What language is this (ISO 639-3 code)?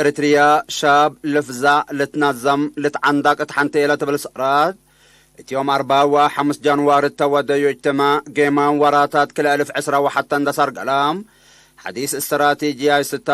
tig